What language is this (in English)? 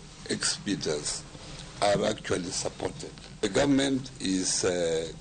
Luo (Kenya and Tanzania)